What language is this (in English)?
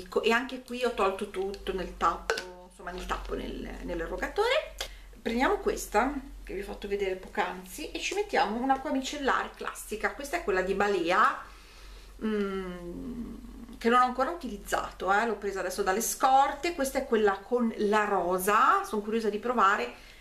Italian